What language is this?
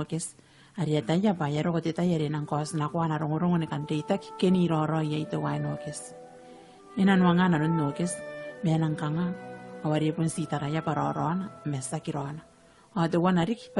Gilbertese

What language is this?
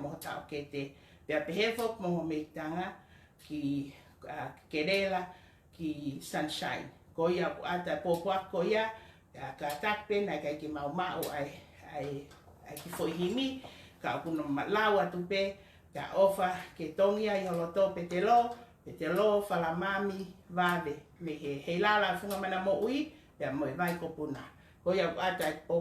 Tongan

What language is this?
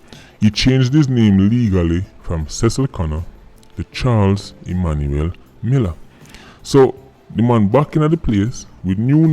Jamaican Creole English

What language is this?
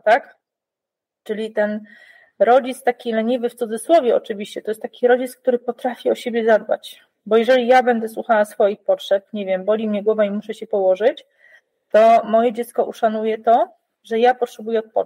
Polish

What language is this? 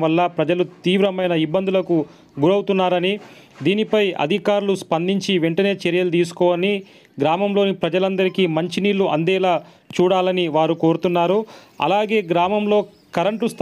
Telugu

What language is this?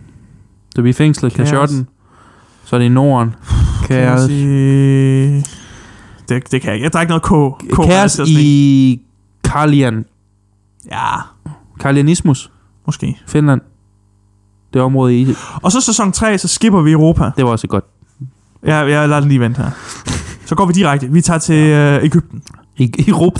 Danish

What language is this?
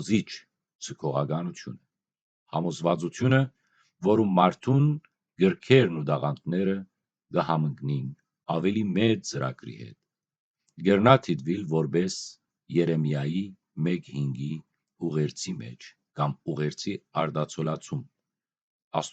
Western Armenian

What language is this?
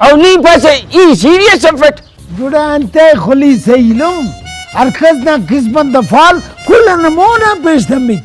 Brahui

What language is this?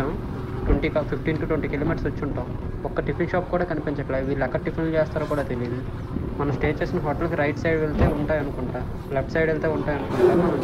Telugu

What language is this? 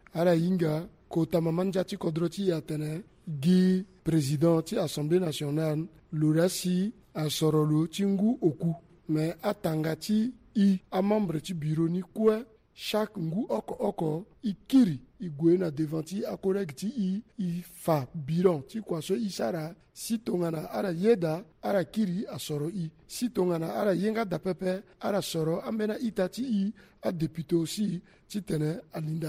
Sango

